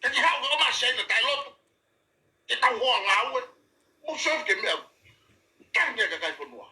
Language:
Tongan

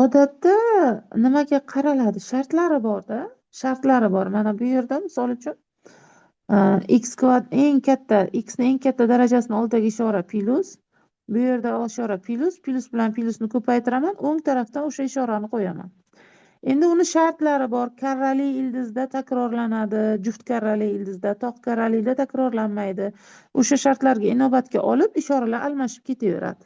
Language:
Uzbek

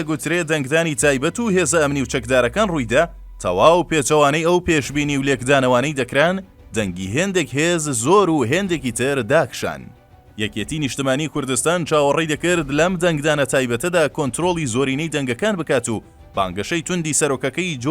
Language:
Central Kurdish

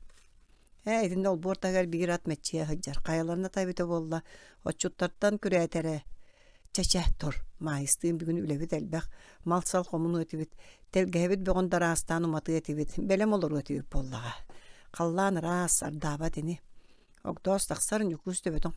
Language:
Yakut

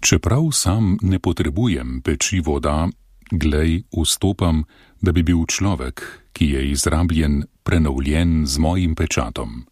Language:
Slovenian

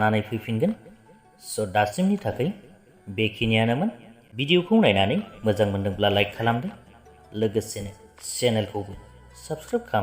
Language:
Bodo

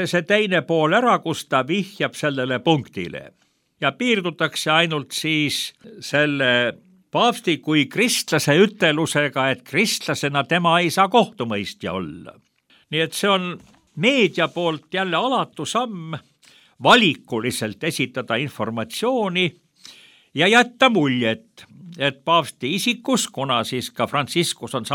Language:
Estonian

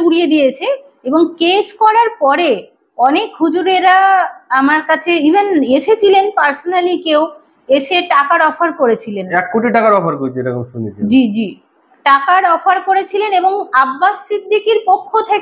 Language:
Bangla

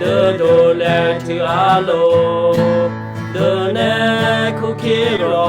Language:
Western Kayah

